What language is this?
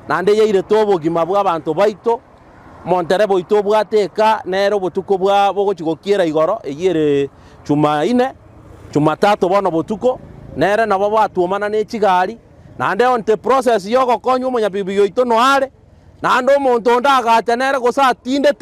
Gusii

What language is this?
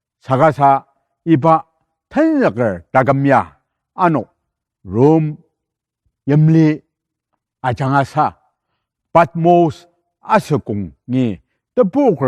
Ao Naga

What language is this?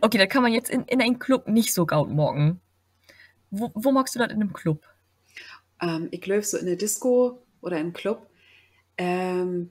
Low German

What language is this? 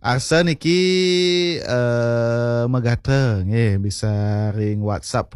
Balinese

